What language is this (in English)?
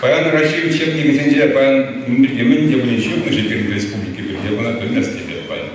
Chuvash